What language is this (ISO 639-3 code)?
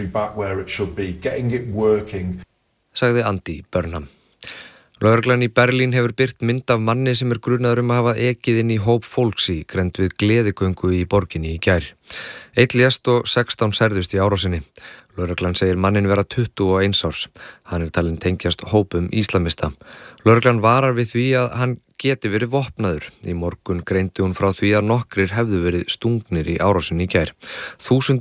isl